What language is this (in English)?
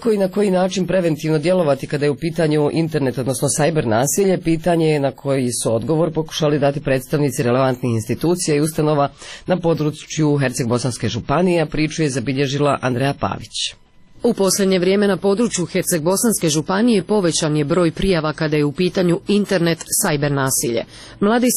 Croatian